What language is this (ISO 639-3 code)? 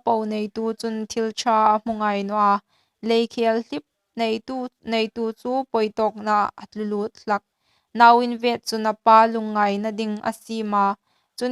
hmr